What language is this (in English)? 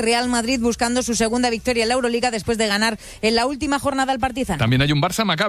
Spanish